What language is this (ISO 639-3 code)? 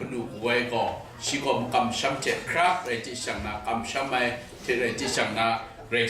kac